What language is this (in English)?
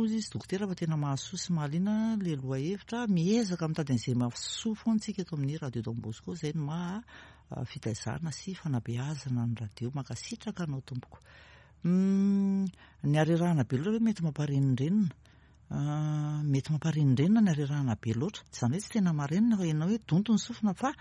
Malagasy